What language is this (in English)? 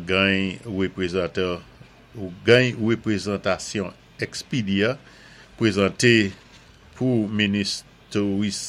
Saint Lucian Creole French